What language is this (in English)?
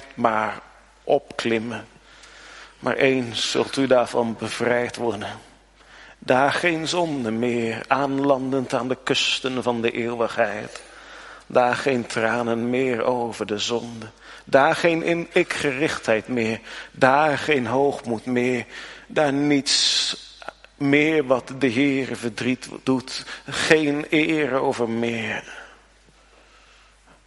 Dutch